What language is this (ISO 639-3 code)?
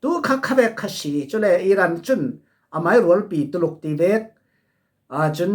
cfm